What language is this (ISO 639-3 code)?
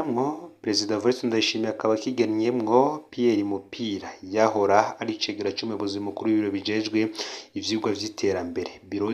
run